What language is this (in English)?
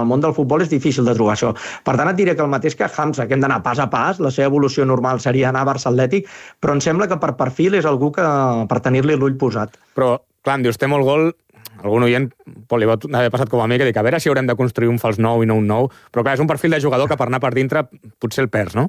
Catalan